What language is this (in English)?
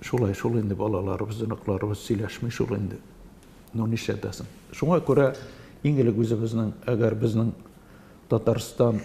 Tatar